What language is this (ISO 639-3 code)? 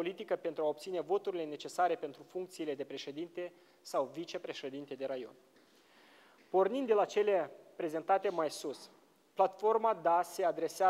ron